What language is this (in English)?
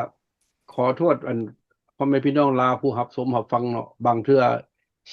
Lao